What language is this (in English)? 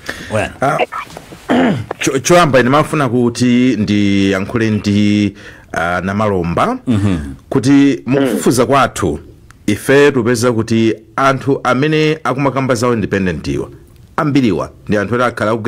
Nyanja